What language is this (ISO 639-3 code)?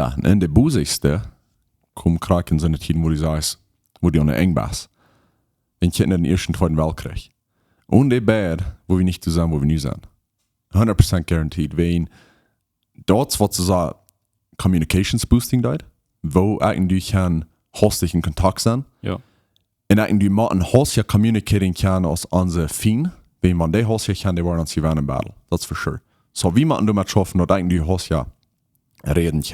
pdt